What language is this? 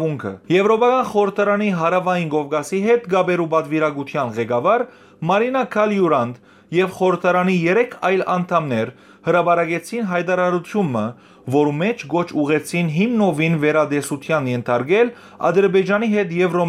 Western Armenian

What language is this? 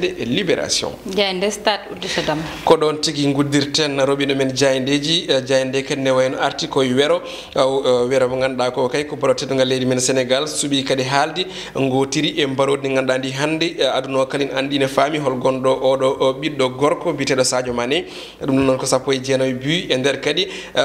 Fula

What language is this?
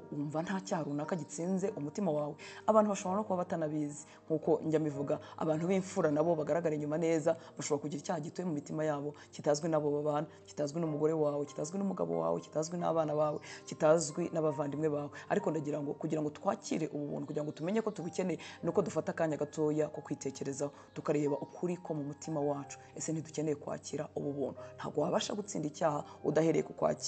Kinyarwanda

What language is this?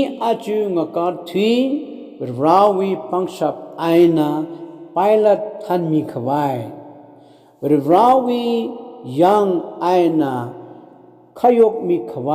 Tangkhul Naga (India)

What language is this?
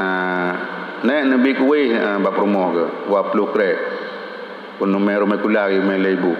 Achinese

